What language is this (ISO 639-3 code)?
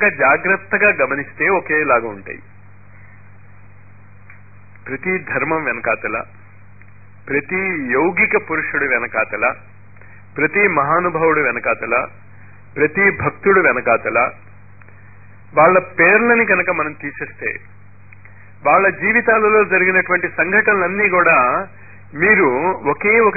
tel